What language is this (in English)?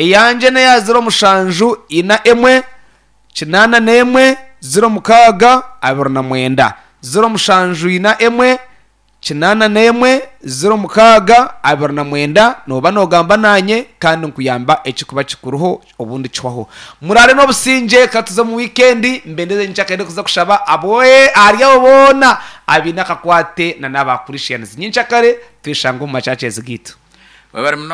Nyankole